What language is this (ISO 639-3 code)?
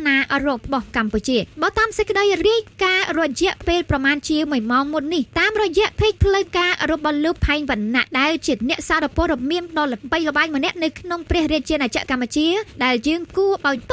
khm